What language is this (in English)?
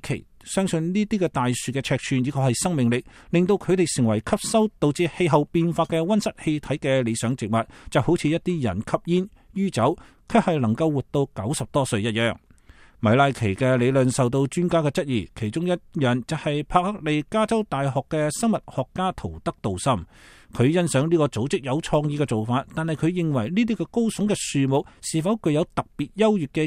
Cantonese